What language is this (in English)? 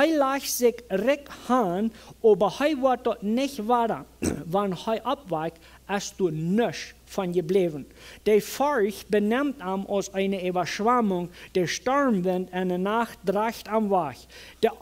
Plautdietsch